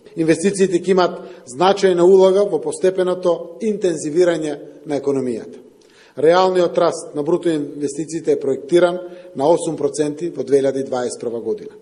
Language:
Macedonian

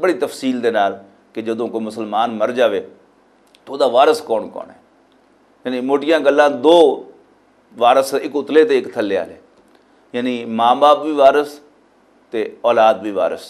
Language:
Western Panjabi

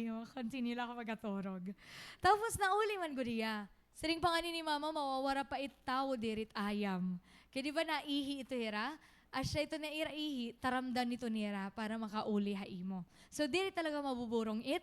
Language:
Waray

